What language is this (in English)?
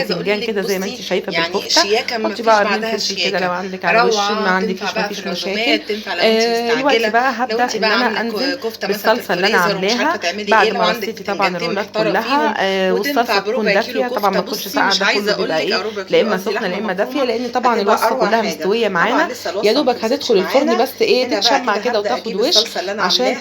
Egyptian Arabic